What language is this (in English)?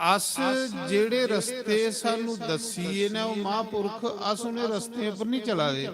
Dogri